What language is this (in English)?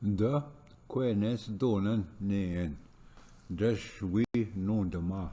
Ojibwa